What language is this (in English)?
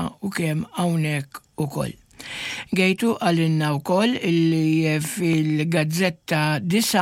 Maltese